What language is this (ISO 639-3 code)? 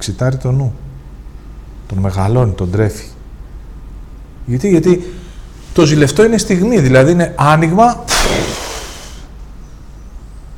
ell